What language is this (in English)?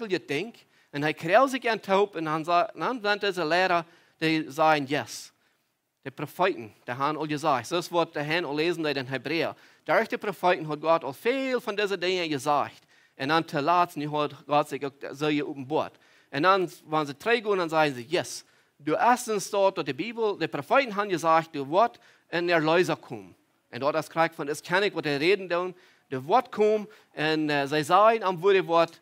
Plautdietsch